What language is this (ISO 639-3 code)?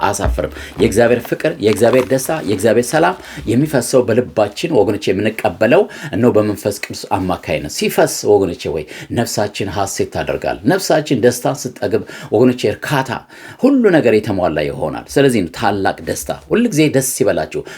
amh